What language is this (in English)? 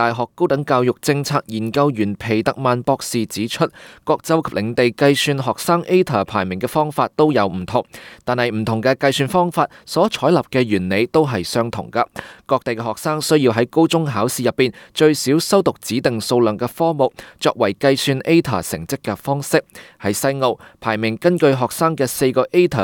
Cantonese